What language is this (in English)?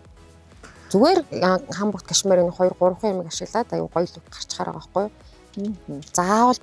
Mongolian